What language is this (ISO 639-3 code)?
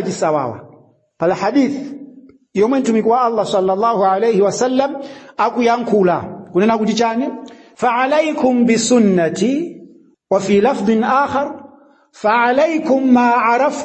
nya